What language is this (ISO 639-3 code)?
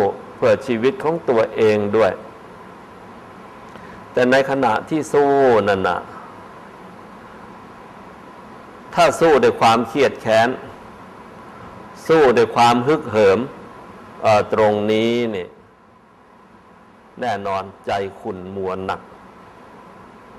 tha